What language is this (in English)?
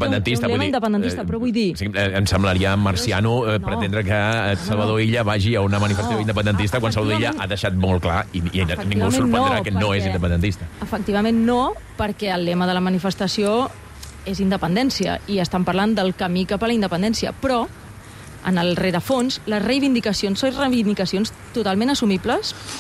Catalan